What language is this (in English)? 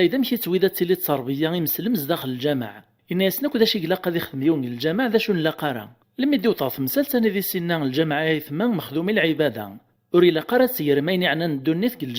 Kabyle